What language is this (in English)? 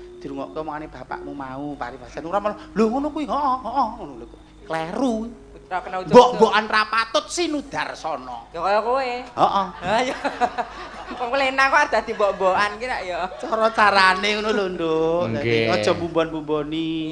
Javanese